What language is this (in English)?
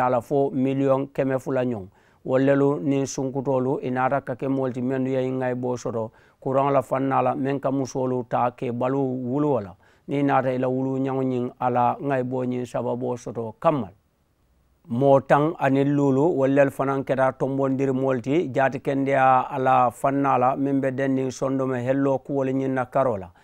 Mandingo